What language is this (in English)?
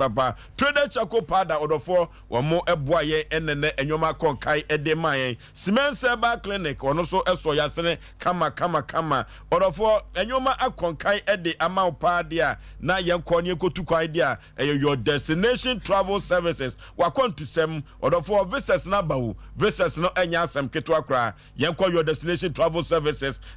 Akan